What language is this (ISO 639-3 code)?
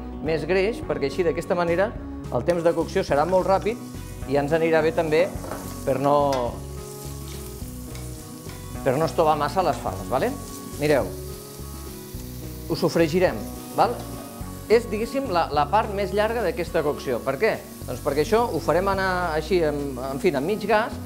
cat